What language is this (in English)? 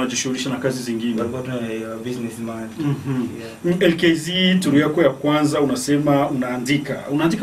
Swahili